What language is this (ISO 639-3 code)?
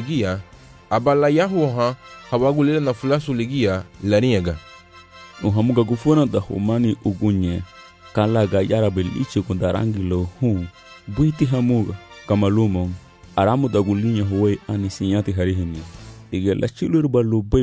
cab